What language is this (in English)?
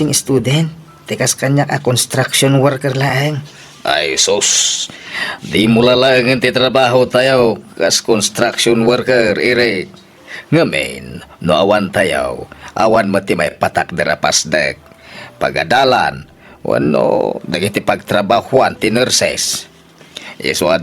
Iloko